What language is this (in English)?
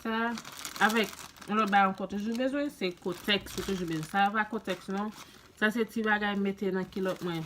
Haitian Creole